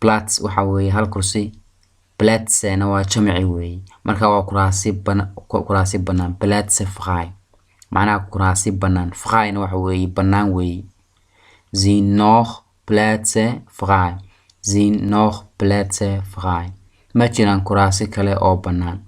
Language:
Somali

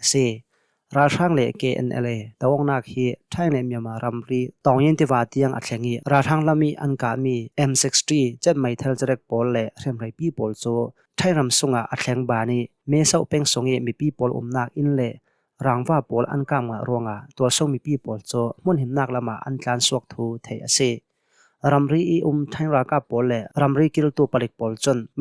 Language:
Hakha Chin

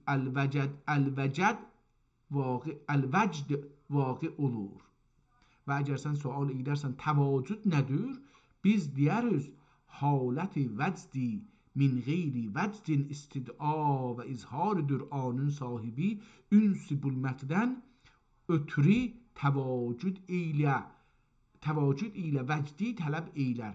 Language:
South Azerbaijani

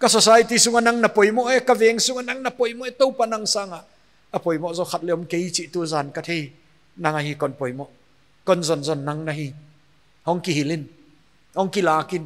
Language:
Paite Chin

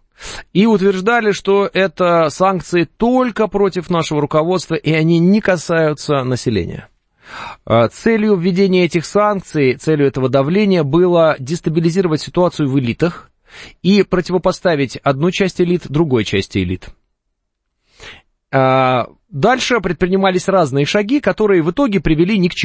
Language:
Russian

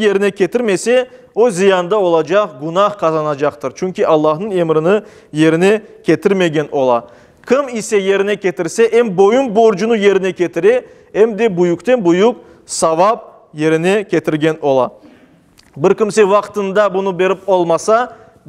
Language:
Crimean Tatar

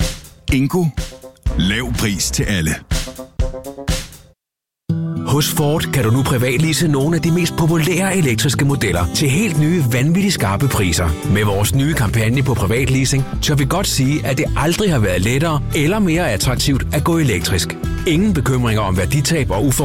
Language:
Danish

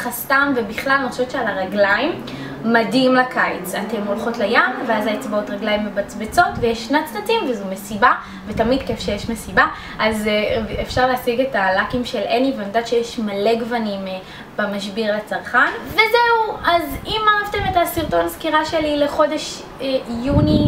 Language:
Hebrew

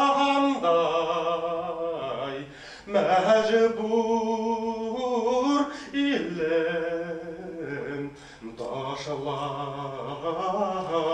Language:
Bashkir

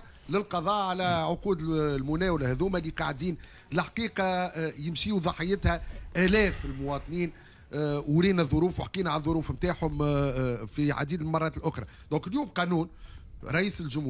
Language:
Tunisian Arabic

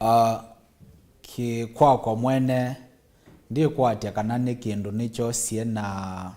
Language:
Kamba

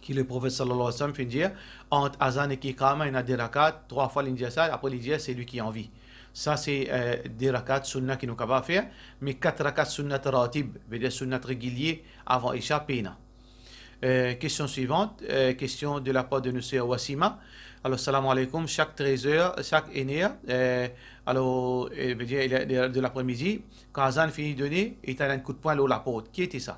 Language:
Morisyen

